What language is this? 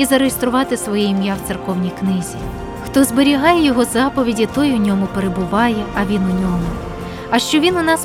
Ukrainian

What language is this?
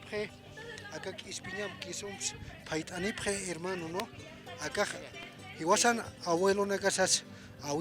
Aymara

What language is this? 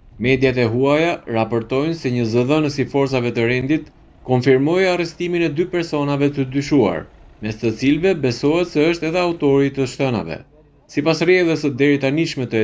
Albanian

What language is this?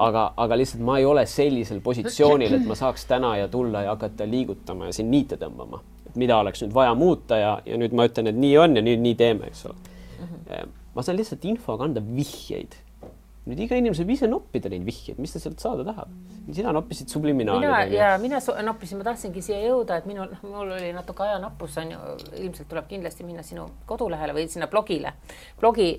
Estonian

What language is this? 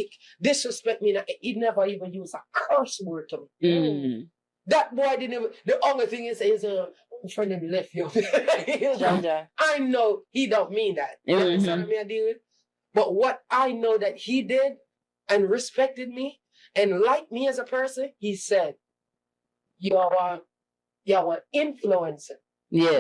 Jamaican Creole English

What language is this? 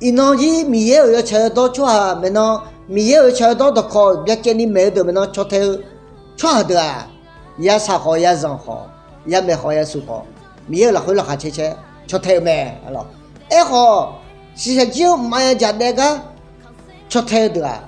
Akha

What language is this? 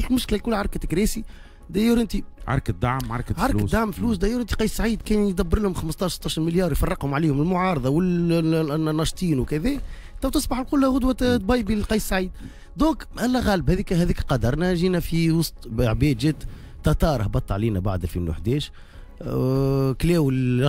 Tunisian Arabic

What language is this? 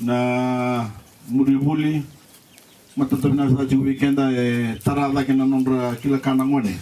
Fijian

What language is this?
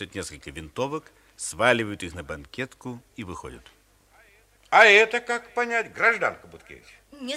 Russian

